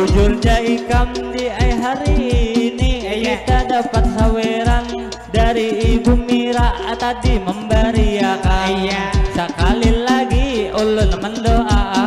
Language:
Banjar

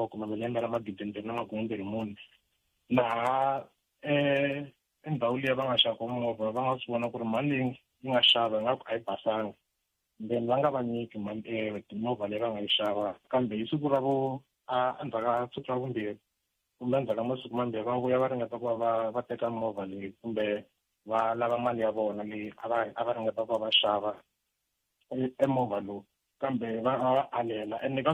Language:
Tsonga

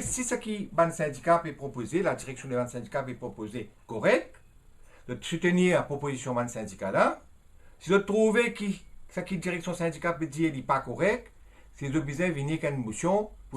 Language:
Morisyen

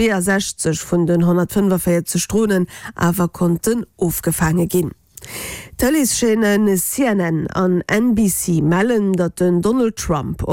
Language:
Luxembourgish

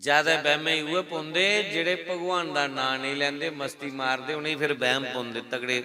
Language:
Dogri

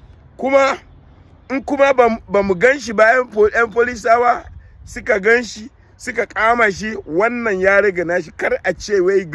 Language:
Hausa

